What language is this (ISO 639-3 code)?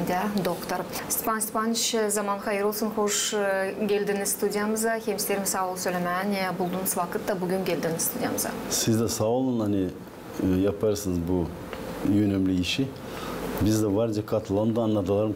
gag